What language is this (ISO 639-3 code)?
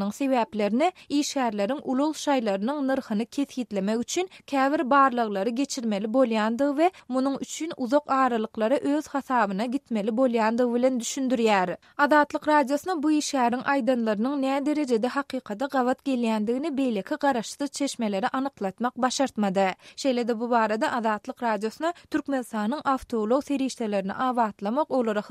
tuk